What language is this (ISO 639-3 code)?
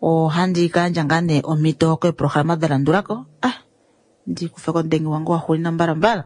kua